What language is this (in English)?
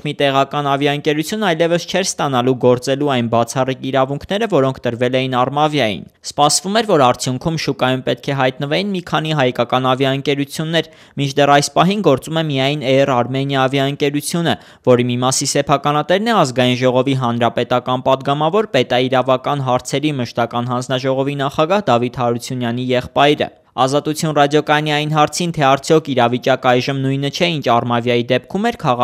Armenian